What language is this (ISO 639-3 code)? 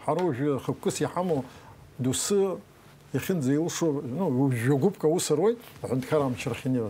abk